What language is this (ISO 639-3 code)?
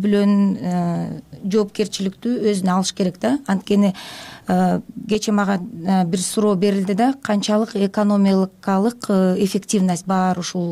kir